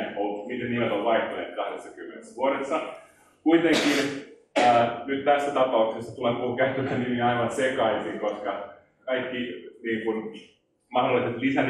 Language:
Finnish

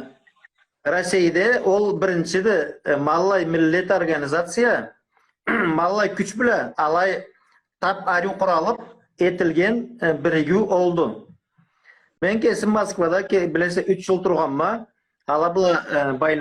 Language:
Karachay-Balkar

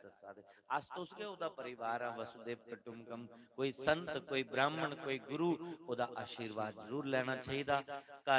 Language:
Dogri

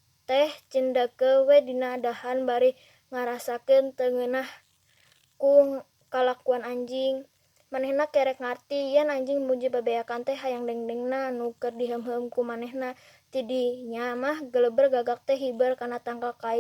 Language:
Sundanese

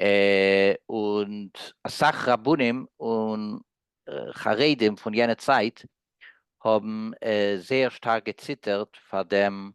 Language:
Yiddish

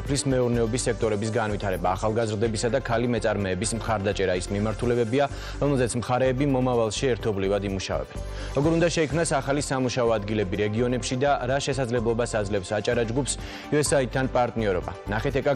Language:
Georgian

